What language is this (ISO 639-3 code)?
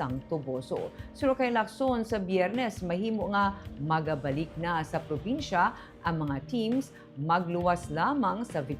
hil